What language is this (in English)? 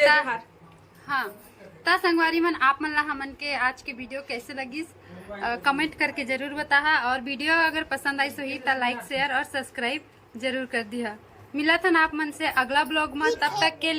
Chhattisgarhi